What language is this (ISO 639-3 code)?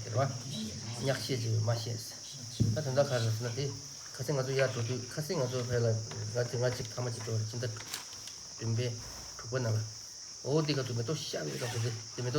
bod